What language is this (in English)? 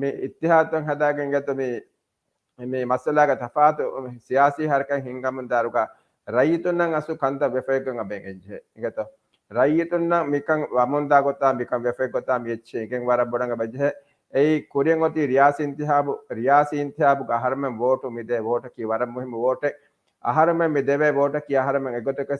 Divehi